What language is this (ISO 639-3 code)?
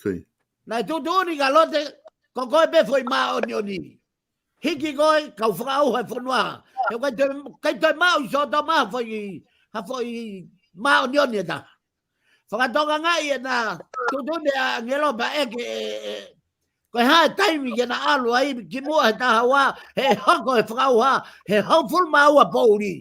ton